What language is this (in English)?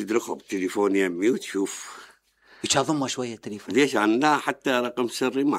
Mesopotamian Arabic